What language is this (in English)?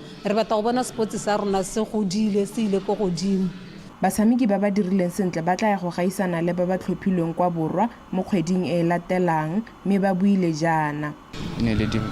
Tswana